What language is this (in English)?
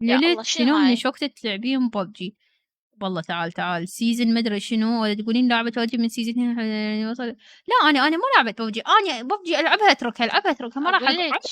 Mesopotamian Arabic